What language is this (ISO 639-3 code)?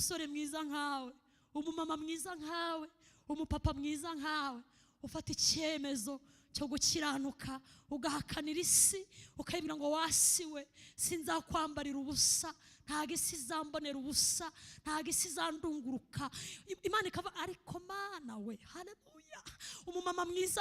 kin